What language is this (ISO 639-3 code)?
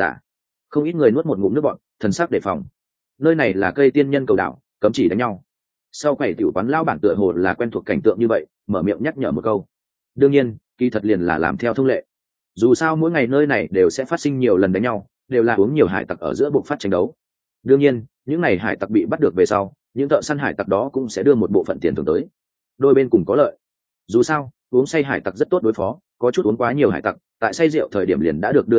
vie